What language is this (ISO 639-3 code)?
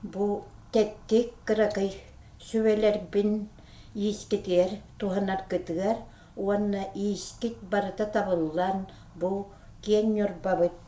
sah